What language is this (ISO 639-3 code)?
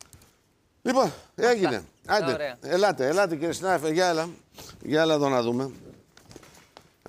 ell